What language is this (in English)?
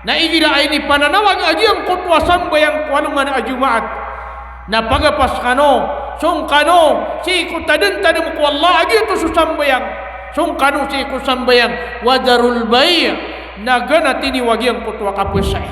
Maranao